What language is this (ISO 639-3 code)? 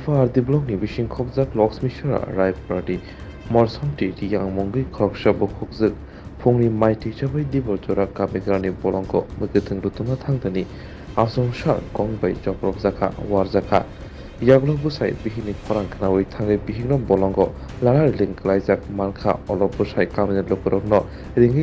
trp